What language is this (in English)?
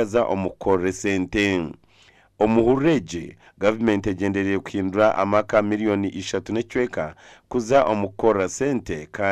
Nyankole